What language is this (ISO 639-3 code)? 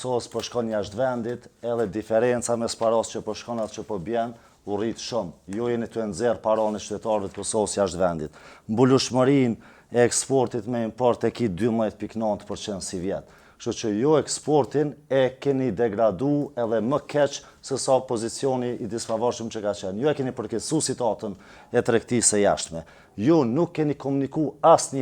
sqi